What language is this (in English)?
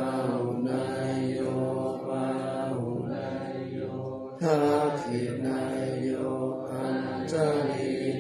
Pali